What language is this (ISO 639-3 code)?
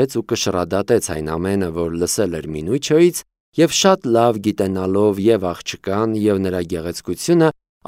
hye